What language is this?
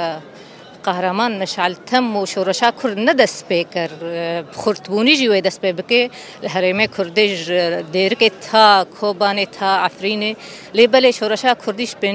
Kurdish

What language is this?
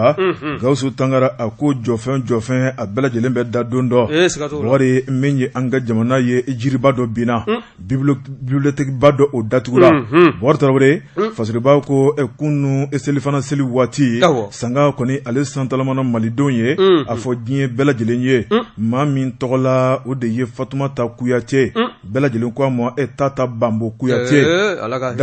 Bambara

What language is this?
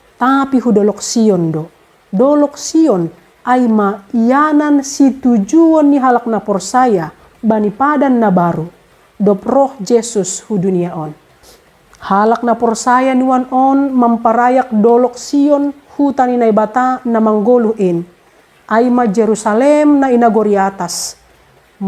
Batak Simalungun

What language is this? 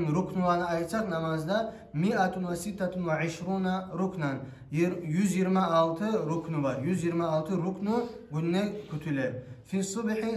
Kumyk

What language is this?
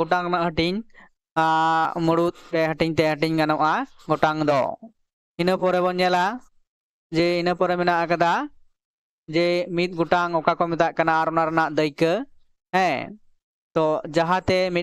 Santali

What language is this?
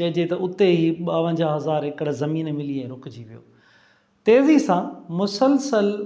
Sindhi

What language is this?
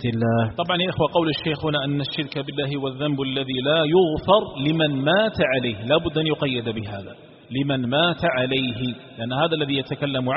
Arabic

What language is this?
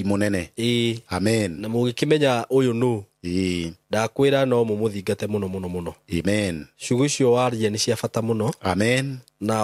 Kikuyu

